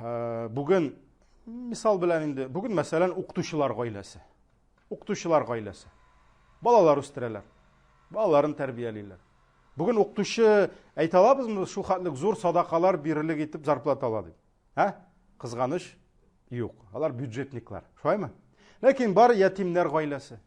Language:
Tatar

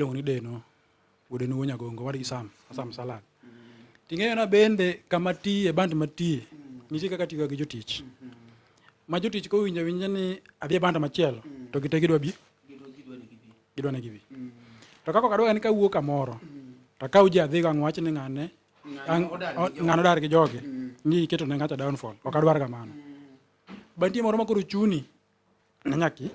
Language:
Luo (Kenya and Tanzania)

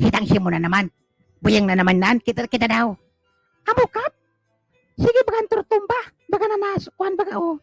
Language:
Bikol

